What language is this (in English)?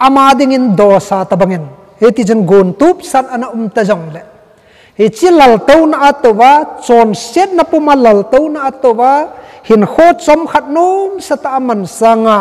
Thado Chin